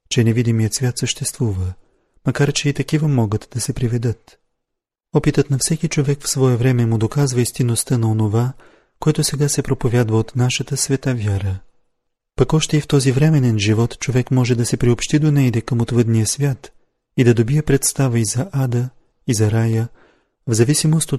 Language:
Bulgarian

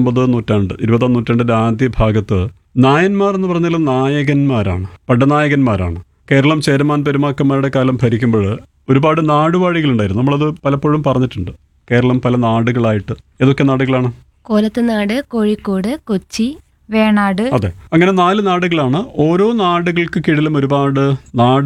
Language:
Malayalam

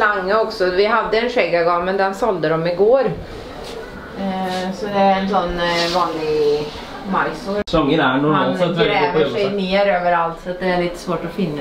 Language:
Norwegian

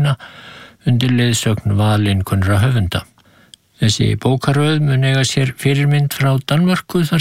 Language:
Icelandic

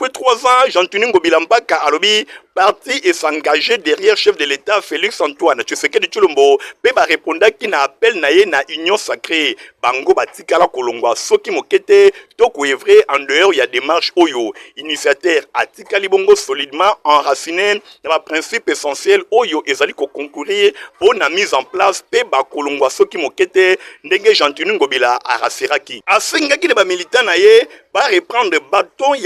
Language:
Lingala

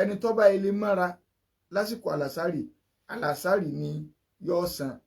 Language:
Yoruba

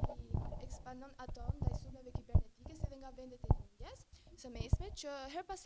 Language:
Albanian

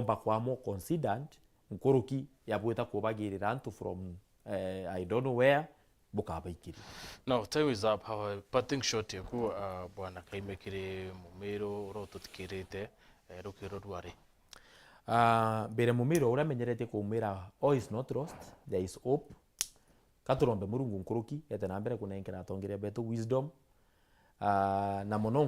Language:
Meru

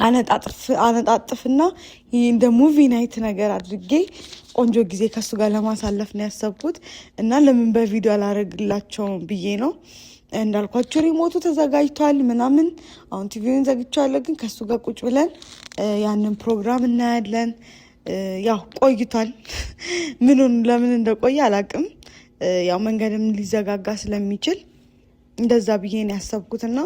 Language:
Amharic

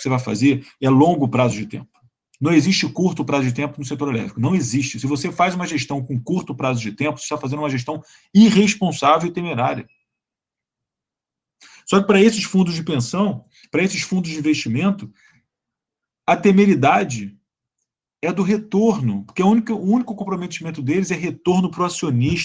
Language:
Portuguese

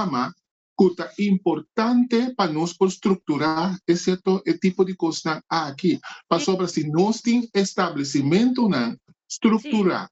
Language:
Papiamento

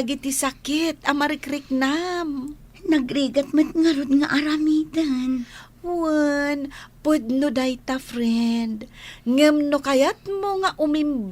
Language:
Iloko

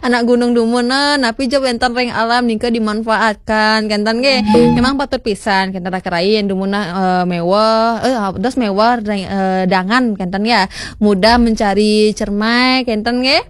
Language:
Balinese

